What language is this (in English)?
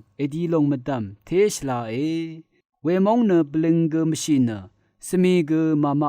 Rawang